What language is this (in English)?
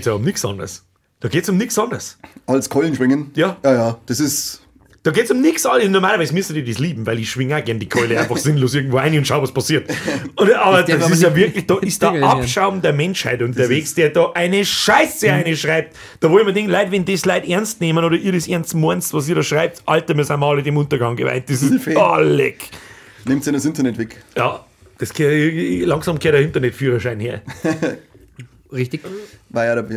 Bavarian